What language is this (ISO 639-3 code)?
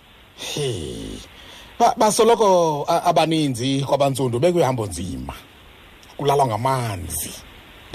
xho